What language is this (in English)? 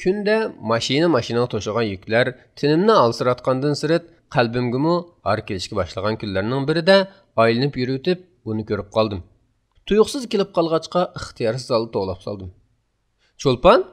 Uyghur